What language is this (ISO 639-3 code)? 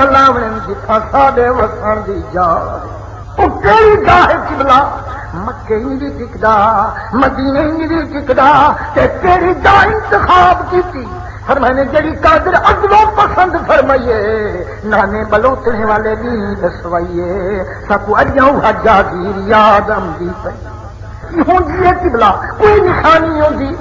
skr